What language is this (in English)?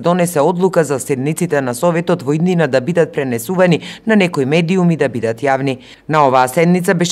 Macedonian